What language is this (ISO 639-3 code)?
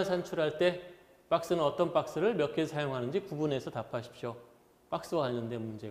kor